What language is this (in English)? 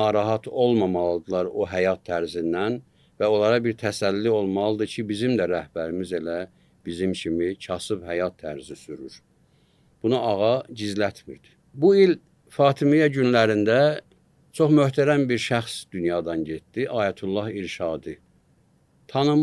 Azerbaijani